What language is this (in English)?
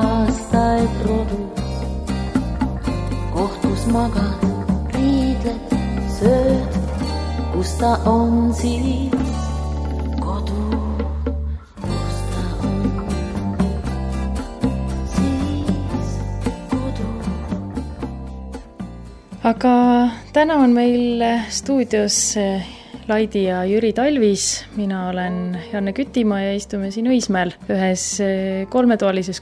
Estonian